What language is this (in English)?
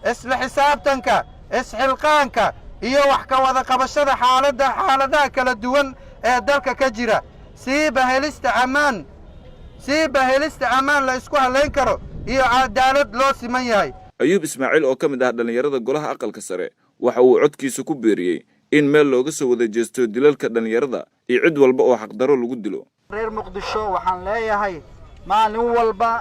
Somali